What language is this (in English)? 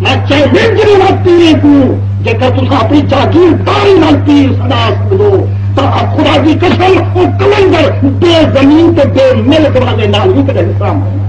Saraiki